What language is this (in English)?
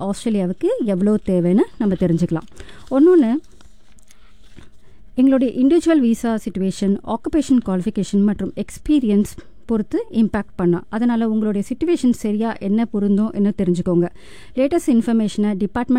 Tamil